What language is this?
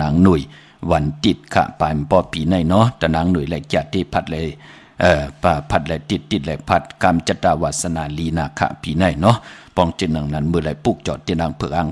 Shan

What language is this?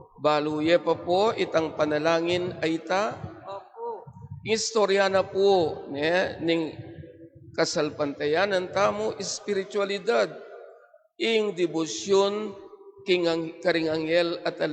Pampanga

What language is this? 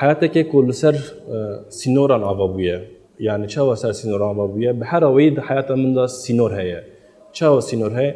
Kurdish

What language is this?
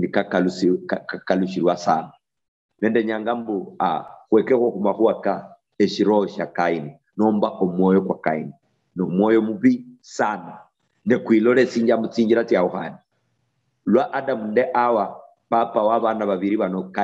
Luyia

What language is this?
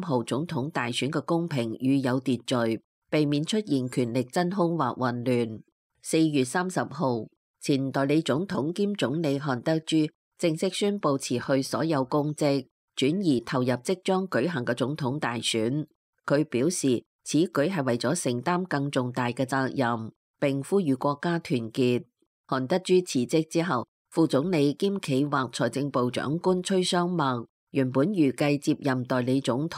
Cantonese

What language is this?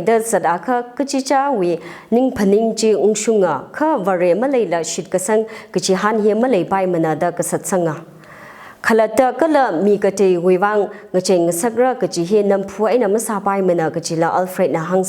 Tangkhul Naga (India)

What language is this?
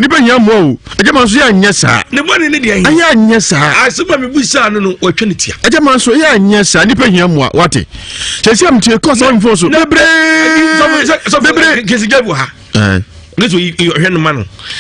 Akan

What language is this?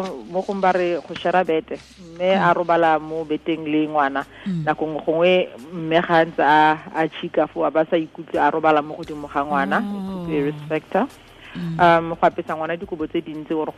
Tswana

